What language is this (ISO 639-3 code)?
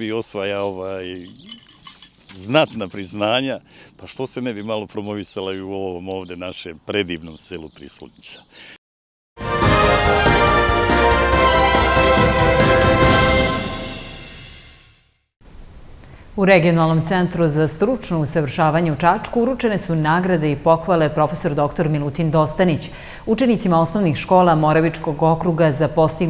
srp